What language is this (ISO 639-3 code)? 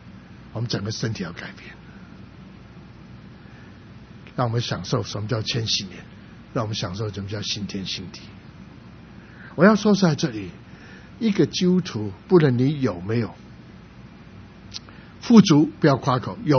zho